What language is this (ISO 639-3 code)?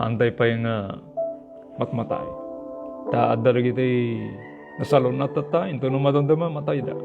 ilo